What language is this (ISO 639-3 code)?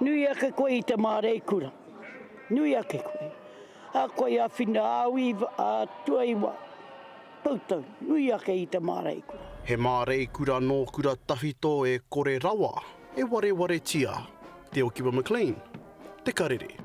mri